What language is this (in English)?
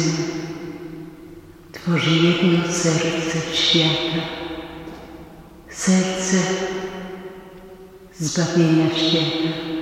Polish